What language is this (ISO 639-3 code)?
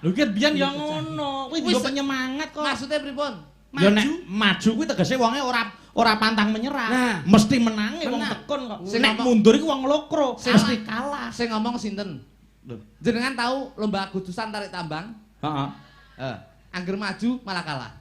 jav